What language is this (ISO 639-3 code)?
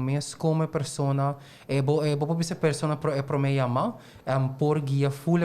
pap